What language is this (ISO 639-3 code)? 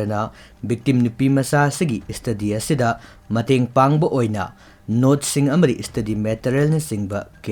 mni